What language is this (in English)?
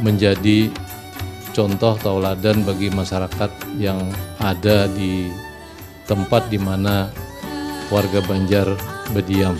Banjar